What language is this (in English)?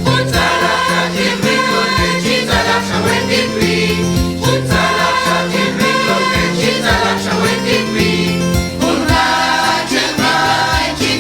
Mam